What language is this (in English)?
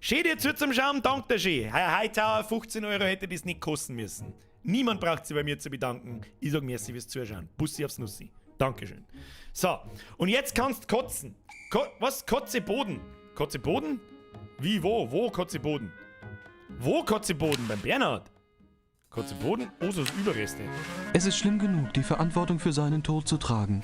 Bavarian